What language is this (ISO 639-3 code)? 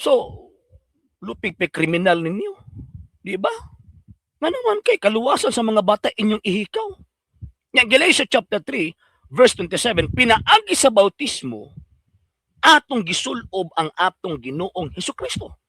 ceb